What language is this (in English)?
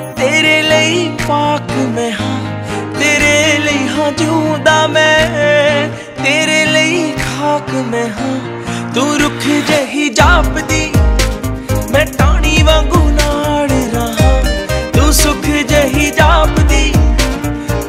Punjabi